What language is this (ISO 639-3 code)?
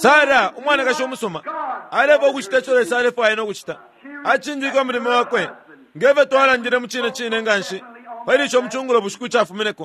bem